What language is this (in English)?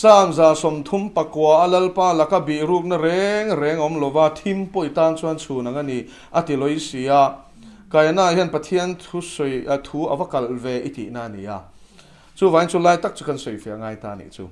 Mizo